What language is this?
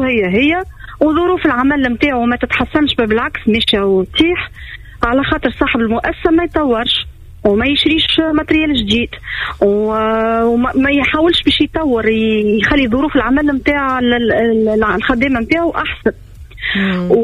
Tunisian Arabic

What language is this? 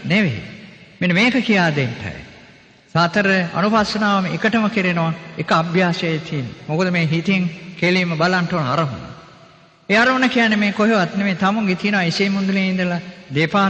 Sinhala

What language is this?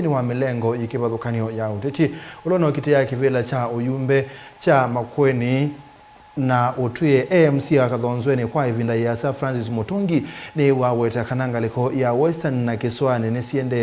Kamba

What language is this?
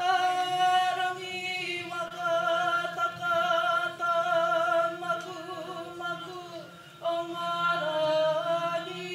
Māori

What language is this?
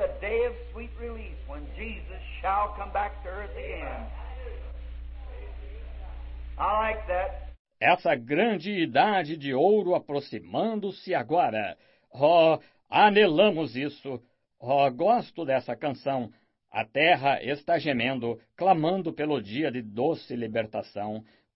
Portuguese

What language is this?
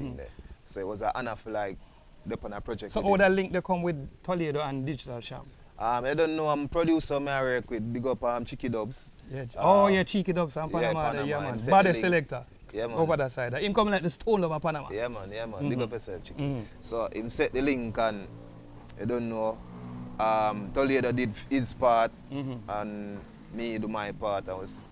Jamaican Creole English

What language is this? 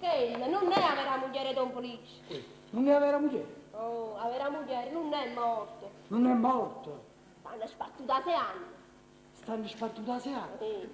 Neapolitan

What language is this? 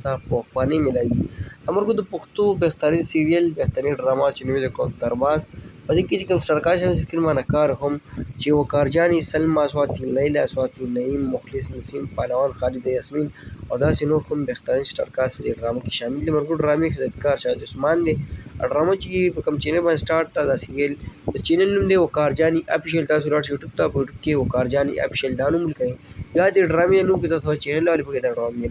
Pashto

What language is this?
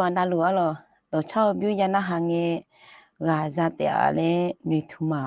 Akha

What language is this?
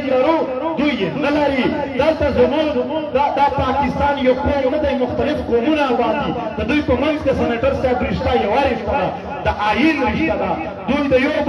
Pashto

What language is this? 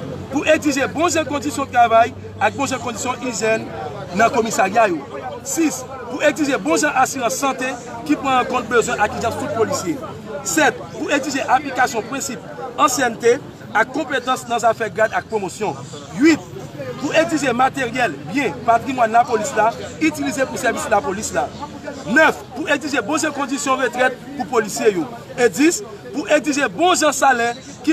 Haitian Creole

